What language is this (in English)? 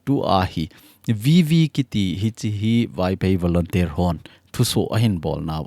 Thado Chin